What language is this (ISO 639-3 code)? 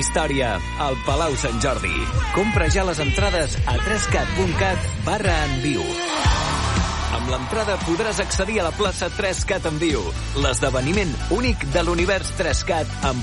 cat